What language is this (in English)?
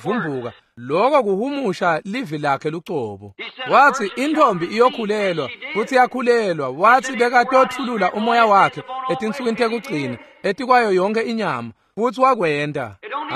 Swati